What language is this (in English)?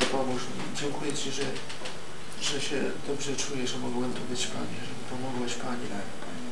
Polish